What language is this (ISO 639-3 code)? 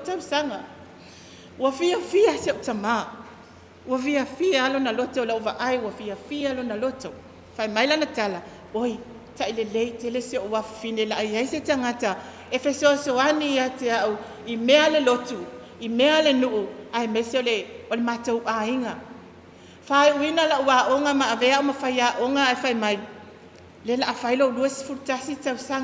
smo